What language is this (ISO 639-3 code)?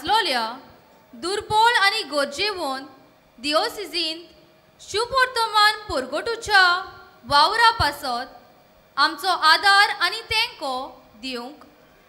kok